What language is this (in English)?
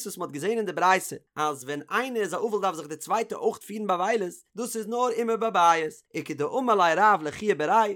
Yiddish